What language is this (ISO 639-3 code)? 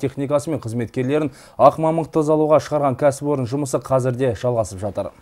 kaz